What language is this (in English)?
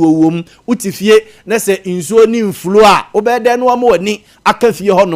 Akan